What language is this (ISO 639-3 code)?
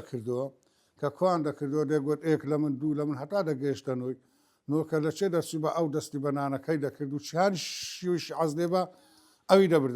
ckb